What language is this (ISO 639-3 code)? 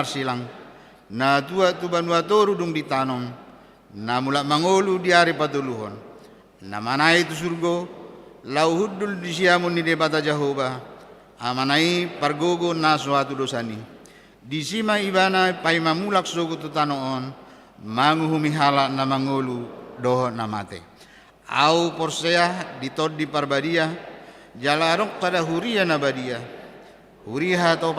bbc